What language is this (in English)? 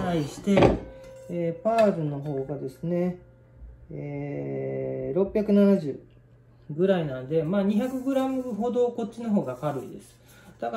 Japanese